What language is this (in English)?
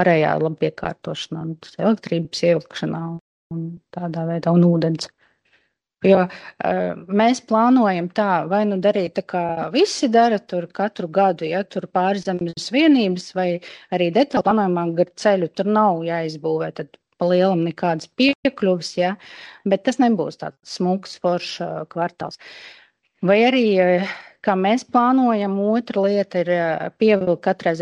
Latvian